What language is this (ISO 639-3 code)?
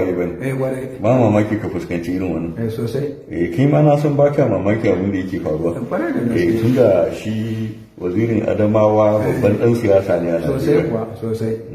hau